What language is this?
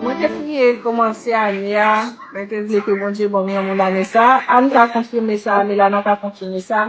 Haitian Creole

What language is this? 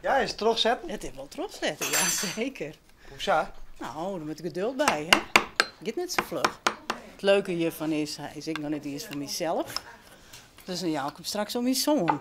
Western Frisian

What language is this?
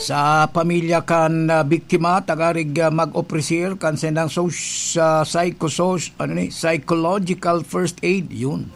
Bikol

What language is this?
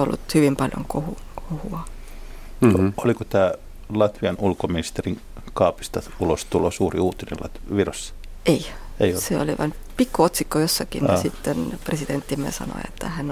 Finnish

